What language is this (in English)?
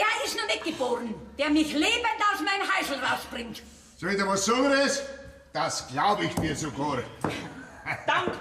Bavarian